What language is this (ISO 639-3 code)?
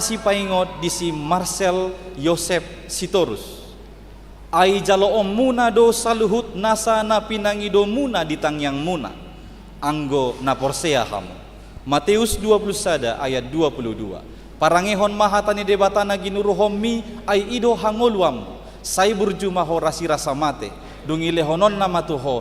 bbc